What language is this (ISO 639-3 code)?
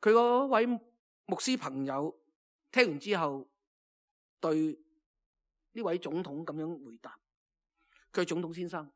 yue